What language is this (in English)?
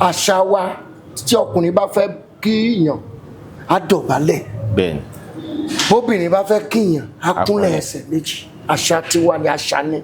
Yoruba